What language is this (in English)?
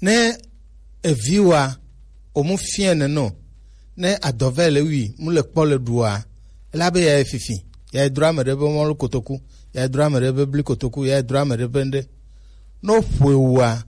Gen